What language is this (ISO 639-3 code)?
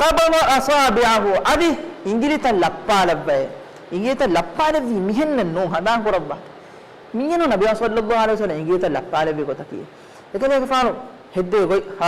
div